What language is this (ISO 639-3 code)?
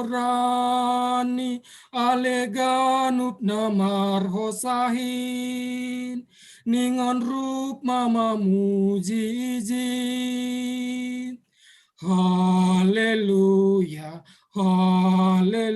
bts